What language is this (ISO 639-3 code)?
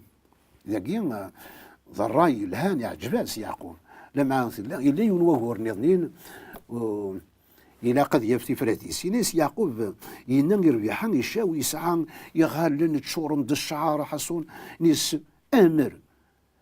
kab